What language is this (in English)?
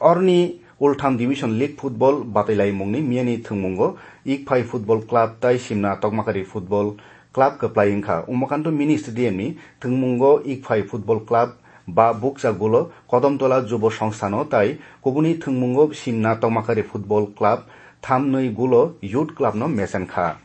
Kok Borok